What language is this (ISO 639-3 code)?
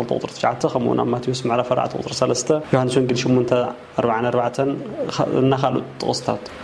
tir